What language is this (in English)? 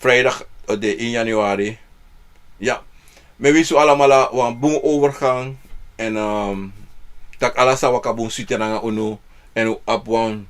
Sranan Tongo